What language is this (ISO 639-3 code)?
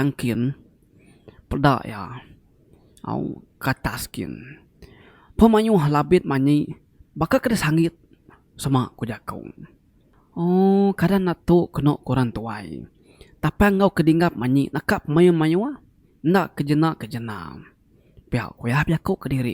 iba